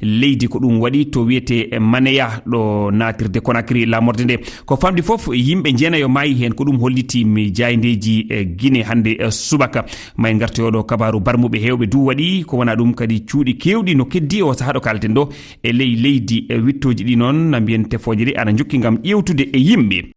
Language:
Fula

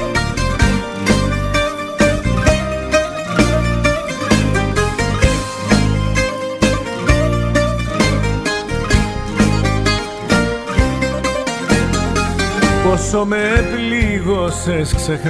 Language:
Greek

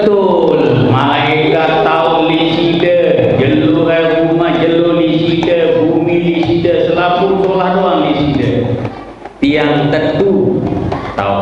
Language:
Sasak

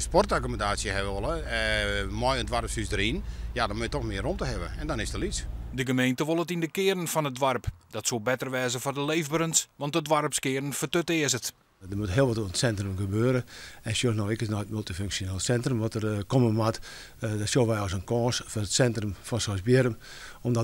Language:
Western Frisian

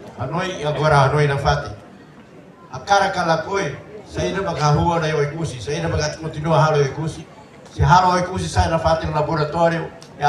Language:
Tetum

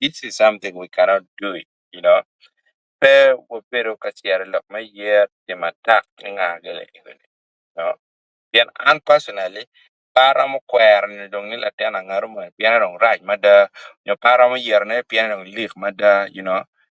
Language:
Acoli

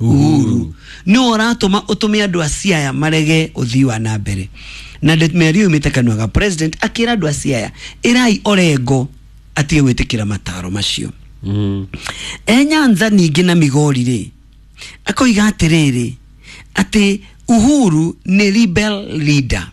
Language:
Kikuyu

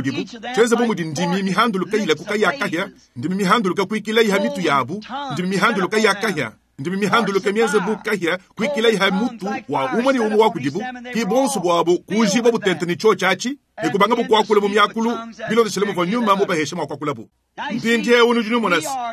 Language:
Luba-Lulua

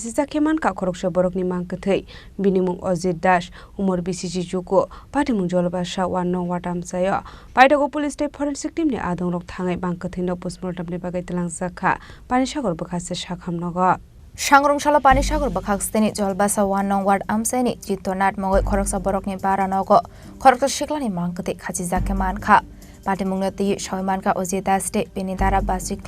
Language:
Kok Borok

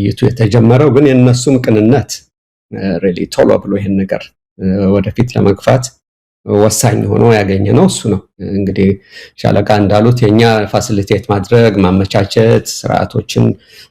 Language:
Amharic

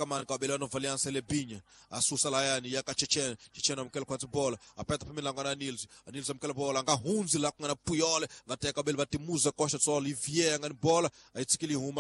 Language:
Tsonga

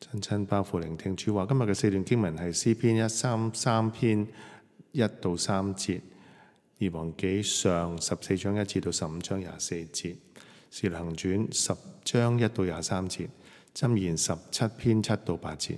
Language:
Cantonese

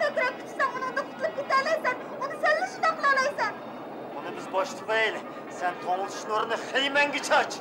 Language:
Uyghur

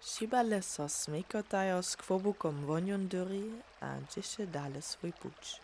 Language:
Upper Sorbian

